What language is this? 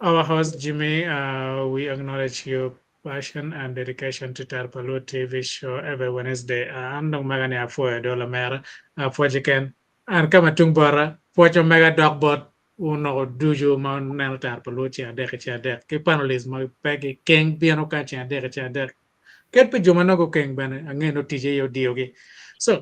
Acoli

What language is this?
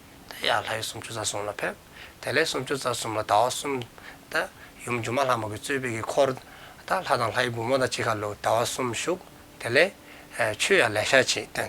Dzongkha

